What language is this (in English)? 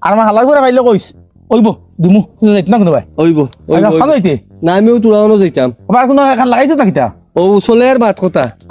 Sylheti